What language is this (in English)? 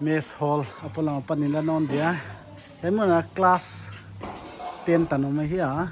Paite Chin